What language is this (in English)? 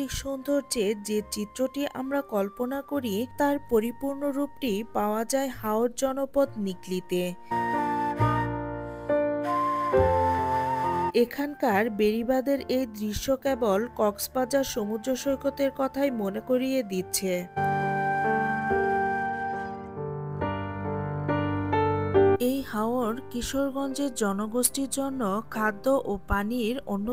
Bangla